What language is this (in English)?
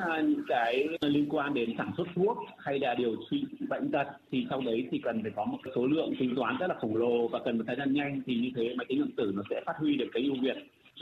Vietnamese